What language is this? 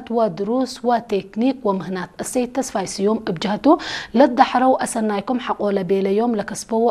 Tigre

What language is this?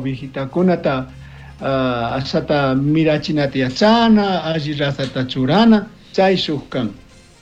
Chimborazo Highland Quichua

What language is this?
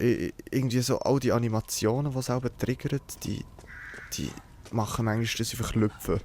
Swiss German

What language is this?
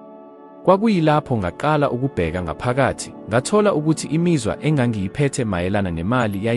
Zulu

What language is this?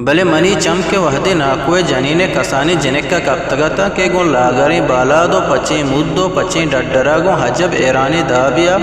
Eastern Balochi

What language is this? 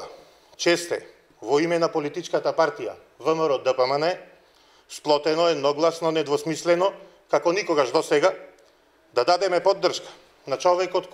Macedonian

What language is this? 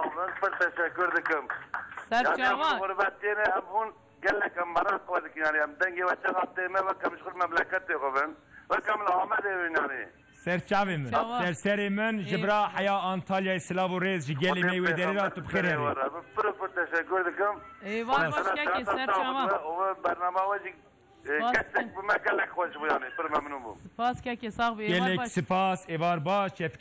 Kurdish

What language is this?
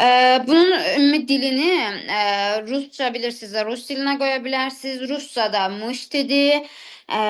Azerbaijani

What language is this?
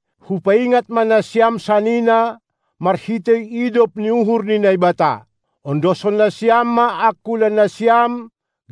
Batak Simalungun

